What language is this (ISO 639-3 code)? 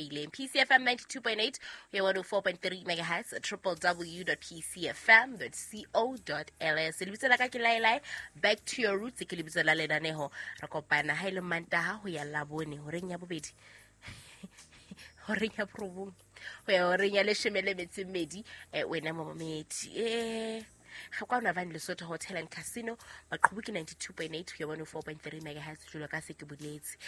sot